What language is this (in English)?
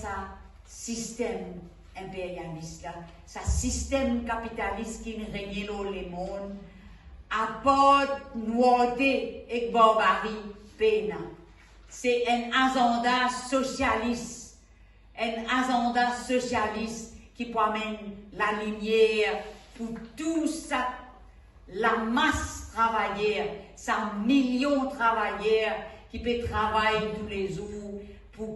Morisyen